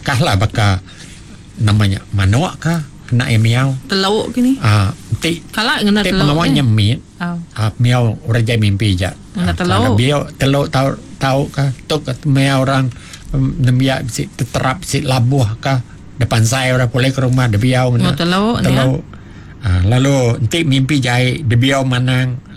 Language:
Iban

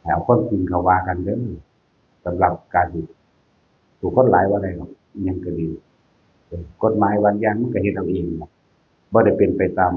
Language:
Northeastern Thai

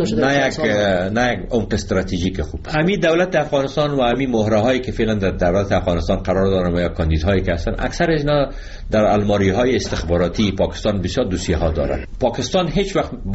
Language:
Persian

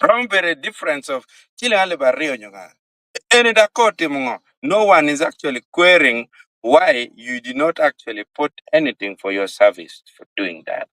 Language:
Acoli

